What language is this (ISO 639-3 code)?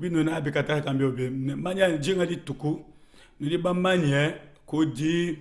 lua